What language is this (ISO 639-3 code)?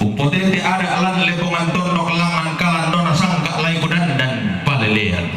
sda